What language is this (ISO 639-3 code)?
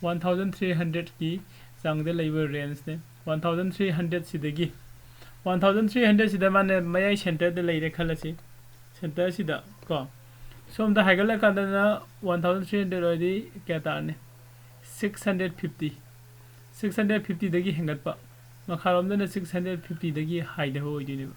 mni